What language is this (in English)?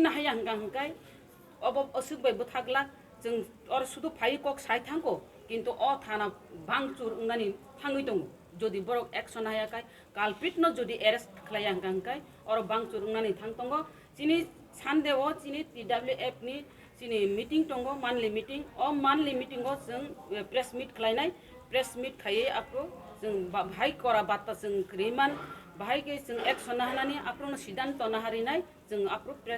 Kok Borok